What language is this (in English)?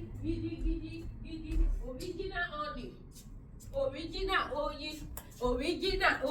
Yoruba